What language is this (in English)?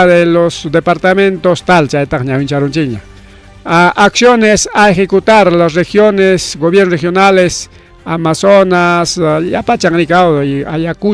Ayacucho Quechua